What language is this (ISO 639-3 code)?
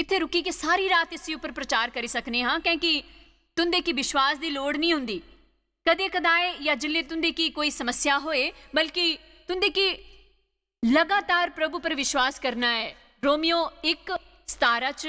doi